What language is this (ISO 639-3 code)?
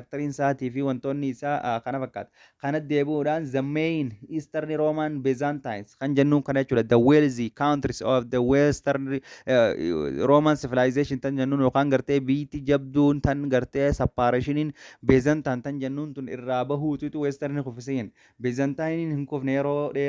orm